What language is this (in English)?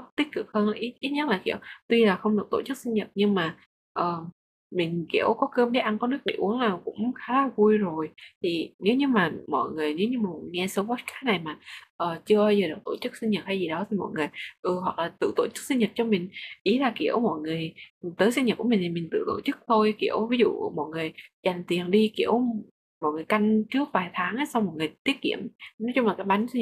Vietnamese